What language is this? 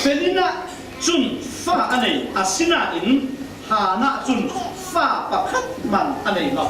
Falam Chin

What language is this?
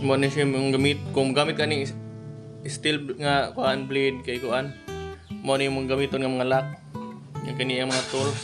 Cebuano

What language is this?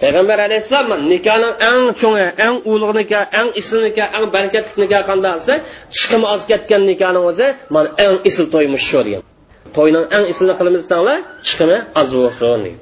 Uyghur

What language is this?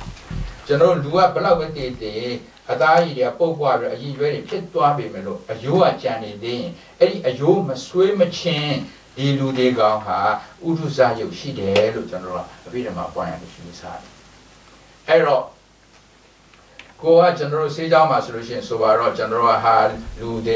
Burmese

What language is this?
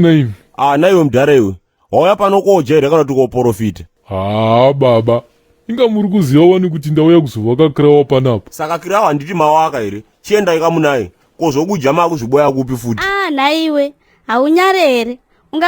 Shona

